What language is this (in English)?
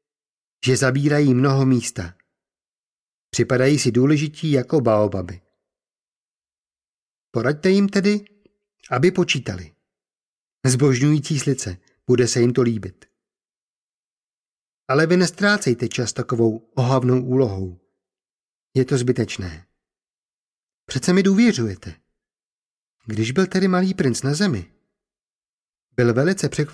Czech